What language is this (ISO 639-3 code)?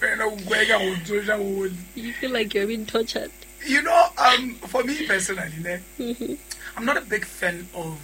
sot